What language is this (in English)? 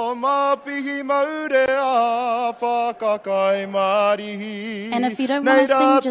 Māori